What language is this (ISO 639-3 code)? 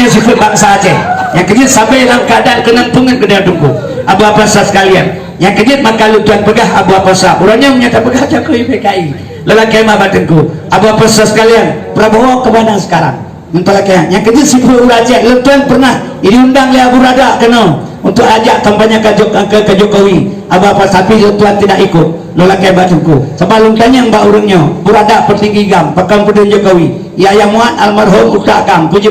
ace